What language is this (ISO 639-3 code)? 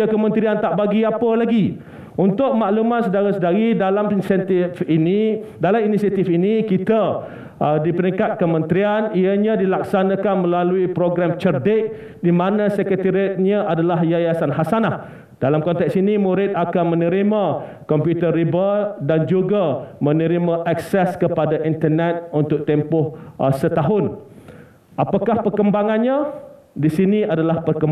msa